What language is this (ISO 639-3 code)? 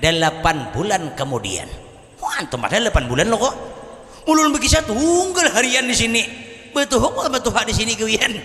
bjn